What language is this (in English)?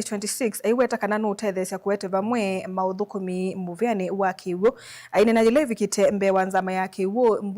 Kamba